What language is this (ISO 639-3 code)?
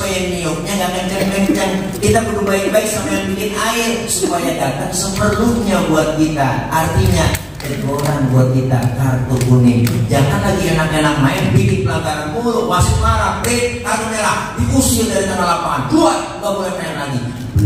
bew